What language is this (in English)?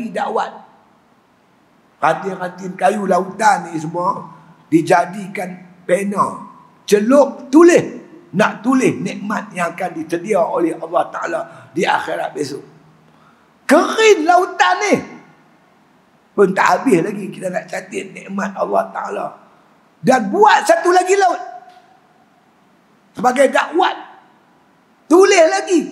Malay